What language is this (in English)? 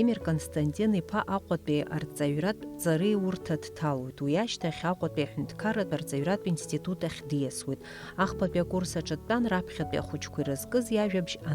Abkhazian